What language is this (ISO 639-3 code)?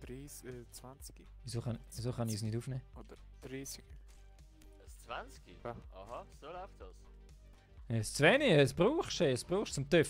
gsw